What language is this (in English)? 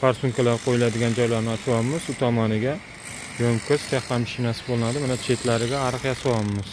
Uzbek